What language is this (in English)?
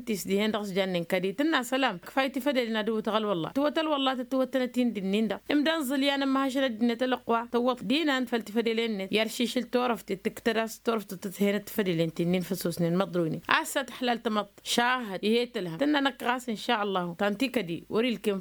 Tamasheq